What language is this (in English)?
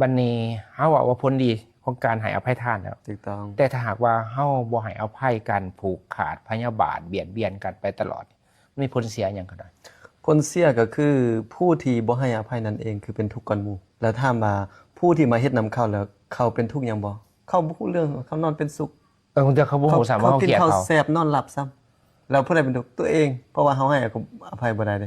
Lao